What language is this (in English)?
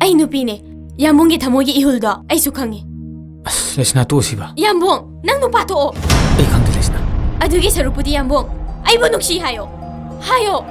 Manipuri